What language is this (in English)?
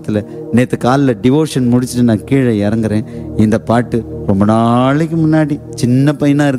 Tamil